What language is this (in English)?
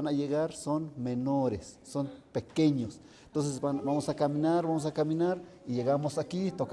Tlahuitoltepec Mixe